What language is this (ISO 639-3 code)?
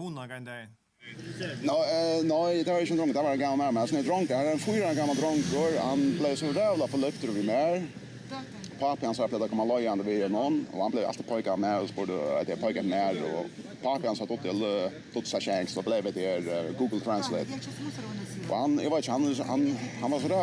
fao